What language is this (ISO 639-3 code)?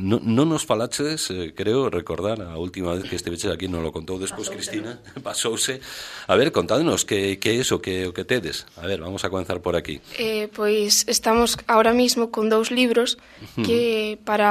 glg